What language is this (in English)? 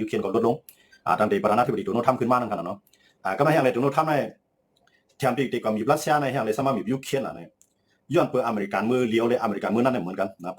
Shan